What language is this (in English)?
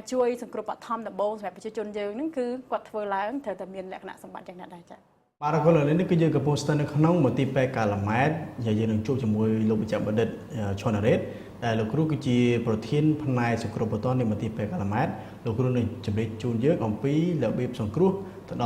Khmer